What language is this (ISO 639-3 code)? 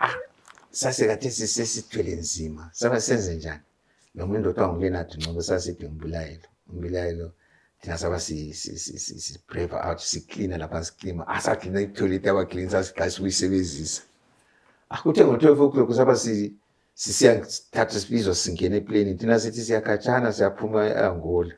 nde